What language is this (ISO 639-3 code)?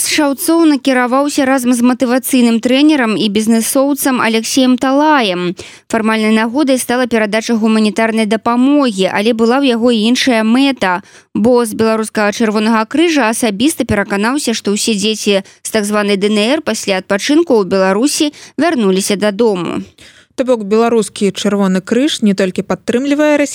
bel